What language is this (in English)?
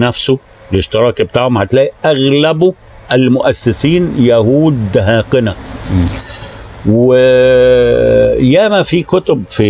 Egyptian Arabic